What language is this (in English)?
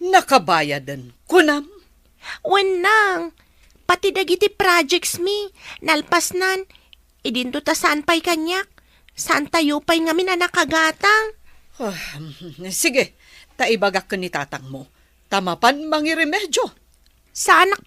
Iloko